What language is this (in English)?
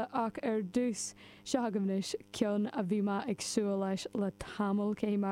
Irish